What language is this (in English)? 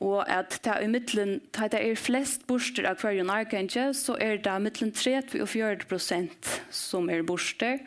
Faroese